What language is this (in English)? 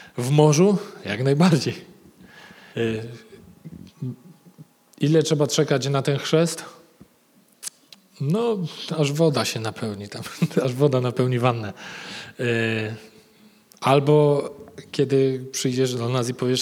Polish